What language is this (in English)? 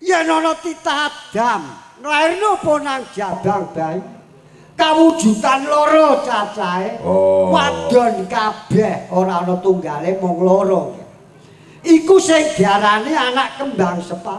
Javanese